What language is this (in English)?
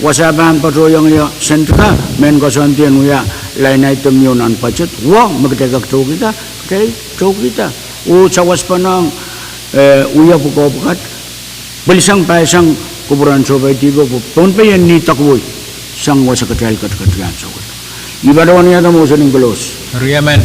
Pohnpeian